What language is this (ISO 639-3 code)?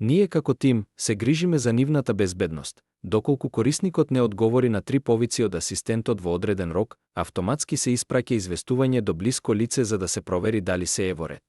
mkd